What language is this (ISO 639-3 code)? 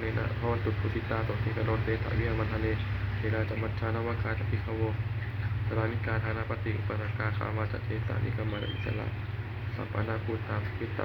pli